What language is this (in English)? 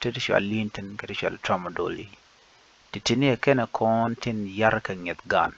Nuer